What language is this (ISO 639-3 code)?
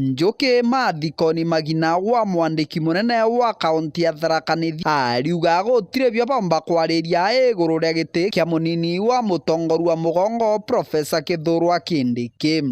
mer